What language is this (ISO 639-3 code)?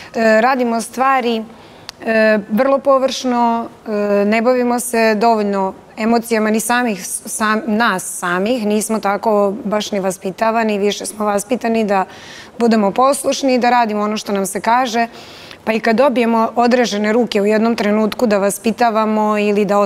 srp